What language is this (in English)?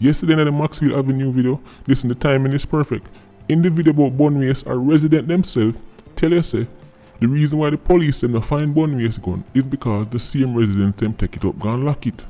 Jamaican Creole English